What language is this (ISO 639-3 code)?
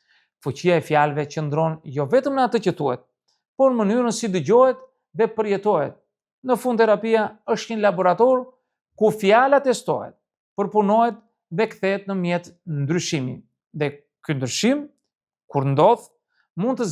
sqi